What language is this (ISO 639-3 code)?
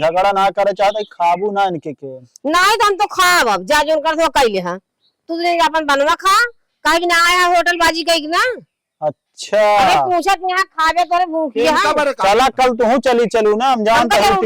awa